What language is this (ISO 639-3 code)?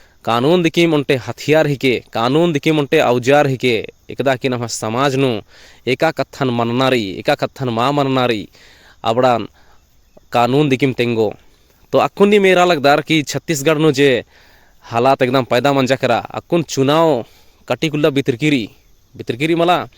kru